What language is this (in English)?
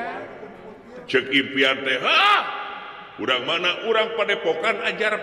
Sundanese